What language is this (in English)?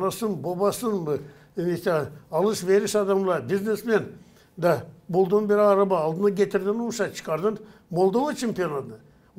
Gagauz